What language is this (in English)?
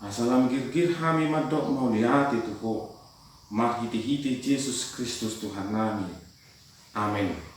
Batak Toba